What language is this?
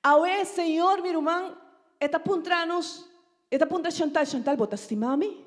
Papiamento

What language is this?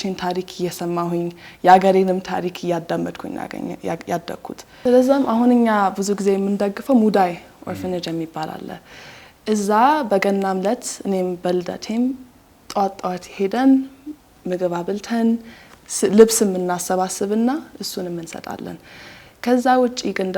Amharic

